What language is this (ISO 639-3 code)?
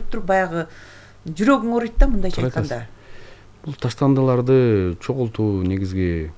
kir